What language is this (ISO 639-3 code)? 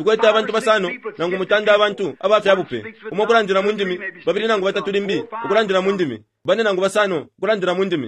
bem